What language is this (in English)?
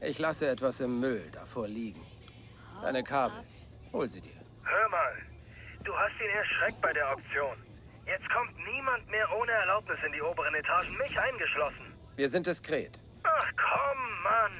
Bavarian